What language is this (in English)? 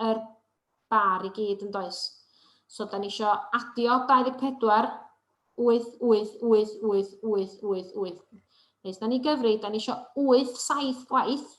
Welsh